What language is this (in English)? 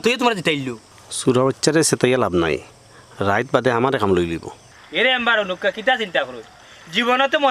Sylheti